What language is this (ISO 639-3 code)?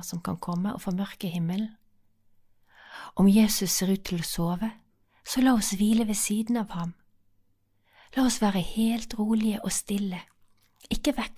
nor